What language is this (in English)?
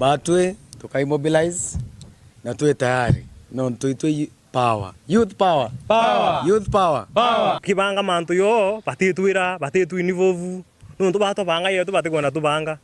Meru